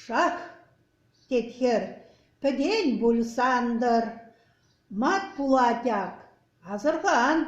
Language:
Chuvash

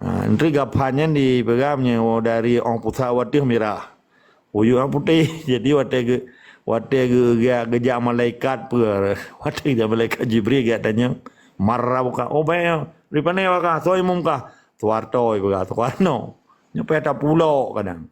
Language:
Achinese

